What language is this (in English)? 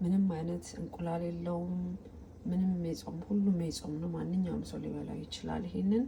Amharic